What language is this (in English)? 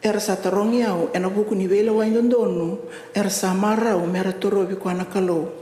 Fijian